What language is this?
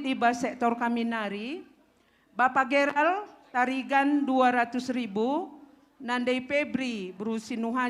Batak Karo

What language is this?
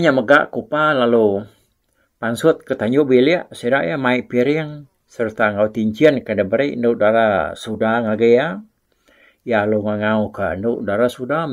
Iban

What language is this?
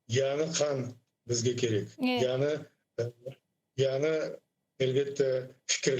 Crimean Tatar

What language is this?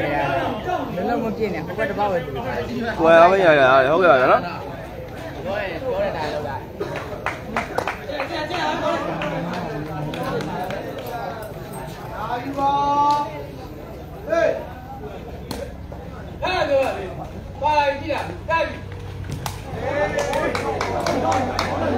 Burmese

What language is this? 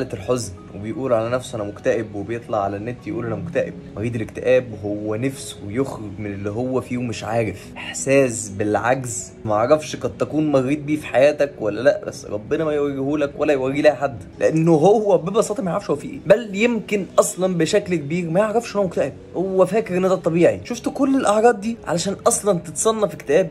Egyptian Arabic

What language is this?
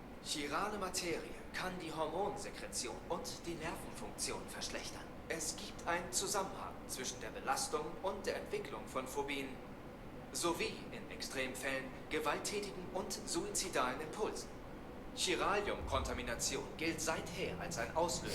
Swiss German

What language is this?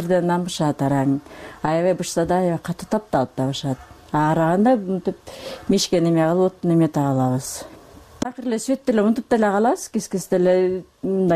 Kyrgyz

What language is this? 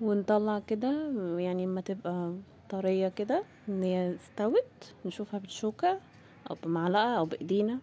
Egyptian Arabic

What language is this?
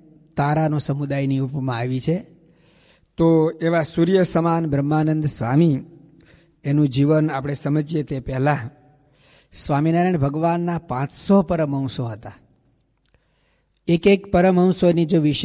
Gujarati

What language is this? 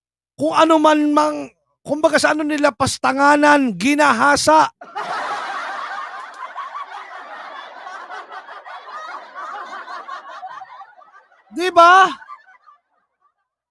Filipino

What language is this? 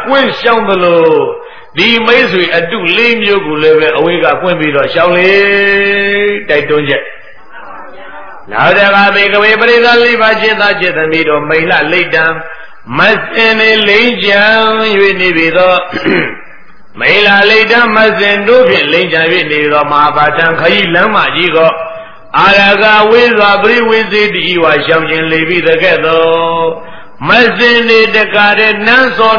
Burmese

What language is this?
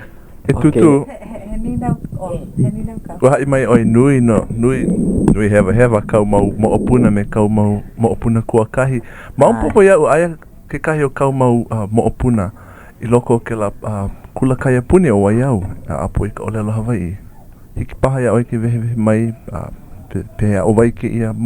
Hawaiian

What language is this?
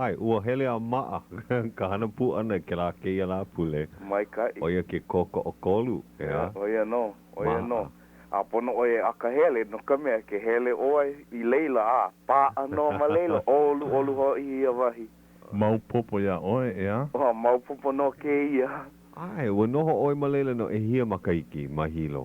Hawaiian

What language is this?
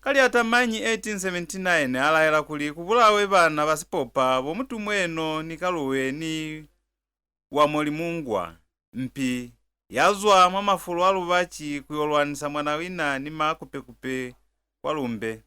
Lozi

